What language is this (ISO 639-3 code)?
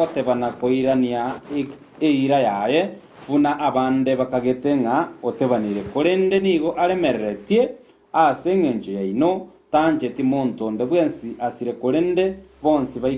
guz